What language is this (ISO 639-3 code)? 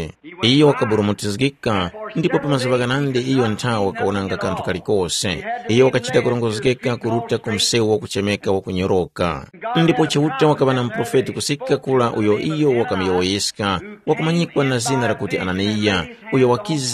tum